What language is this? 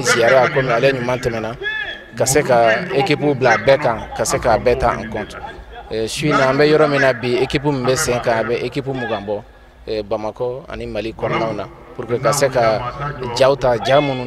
Bambara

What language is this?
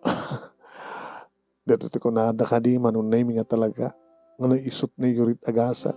Iloko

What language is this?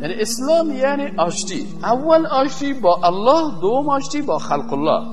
Persian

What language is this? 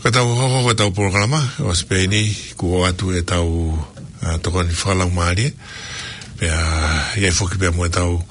Tongan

